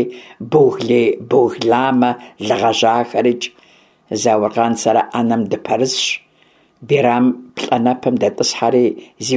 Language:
Kabardian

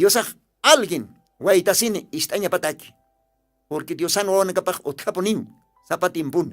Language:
Aymara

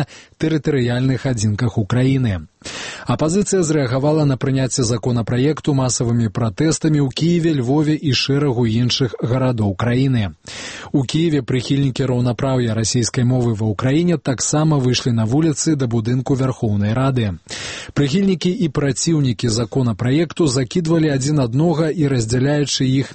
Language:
Belarusian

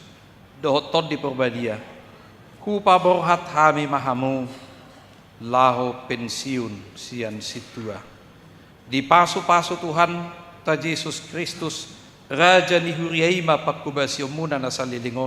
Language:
Batak Toba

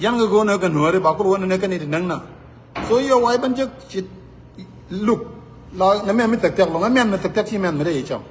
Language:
Nuer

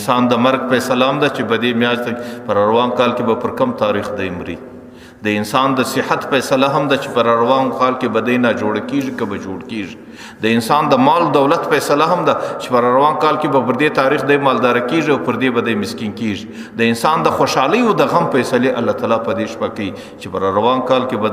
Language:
Pashto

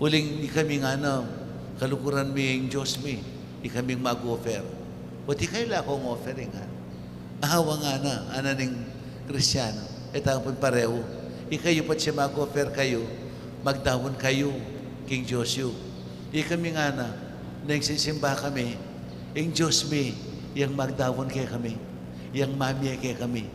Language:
Pampanga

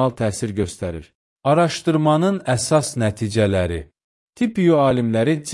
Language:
Azerbaijani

